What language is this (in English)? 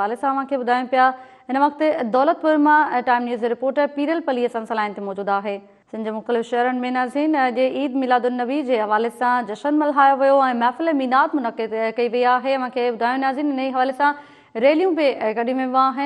Sindhi